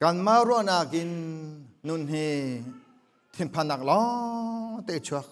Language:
Hakha Chin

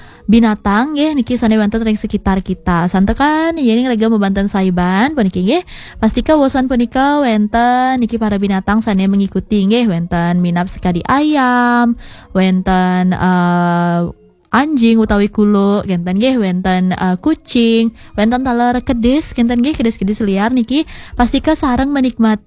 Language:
Balinese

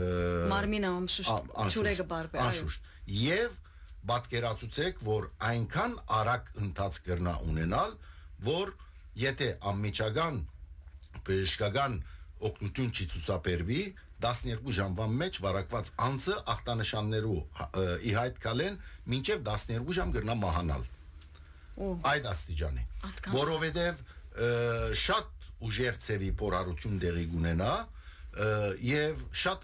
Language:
Western Armenian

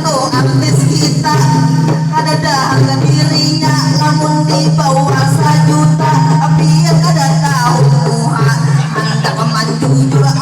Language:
Banjar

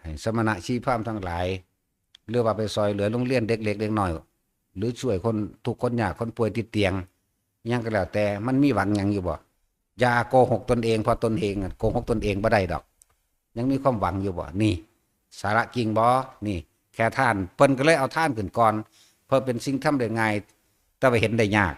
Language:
Northeastern Thai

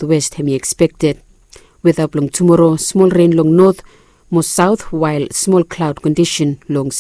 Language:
Bislama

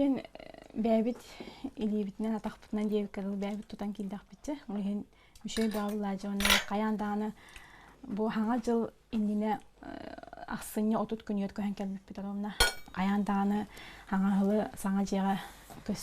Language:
Yakut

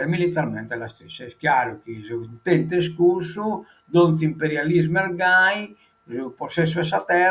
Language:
Sardinian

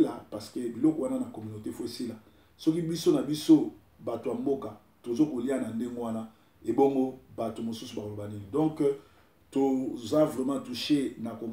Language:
Lingala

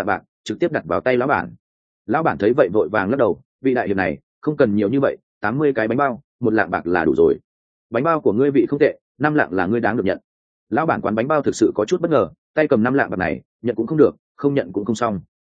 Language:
Vietnamese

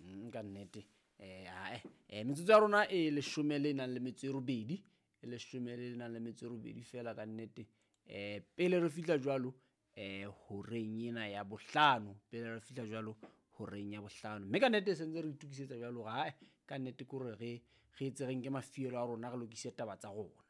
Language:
Southern Sotho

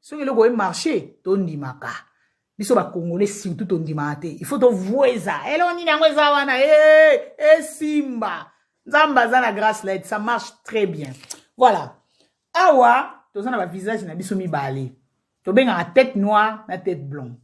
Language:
Lingala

